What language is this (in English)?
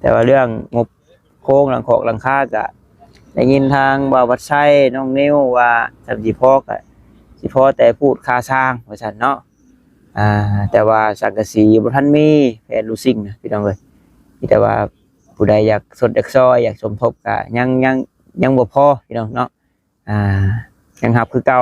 Northeastern Thai